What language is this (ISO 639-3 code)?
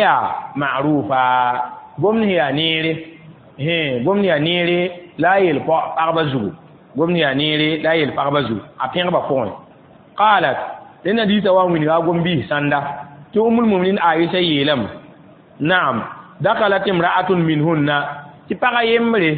mos